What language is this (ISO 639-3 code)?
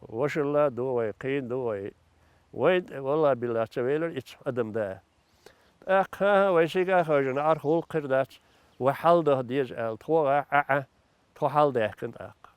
che